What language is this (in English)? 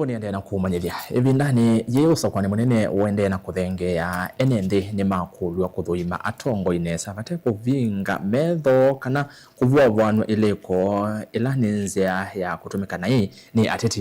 Kamba